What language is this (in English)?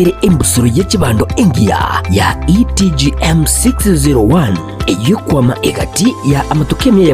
Gusii